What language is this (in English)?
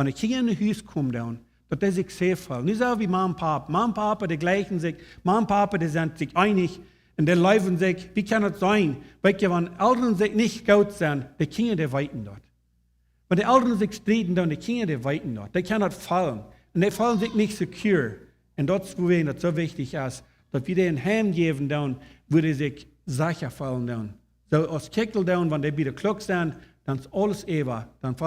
Plautdietsch